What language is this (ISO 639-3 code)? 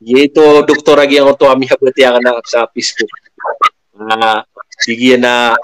mrw